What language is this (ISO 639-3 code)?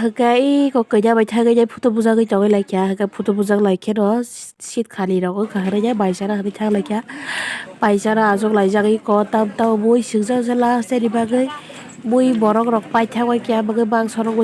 trp